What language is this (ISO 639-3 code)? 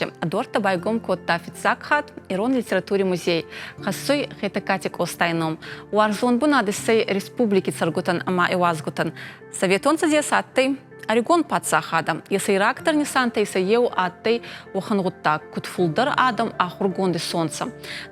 oss